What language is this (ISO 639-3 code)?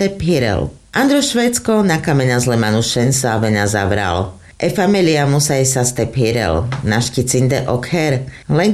rmc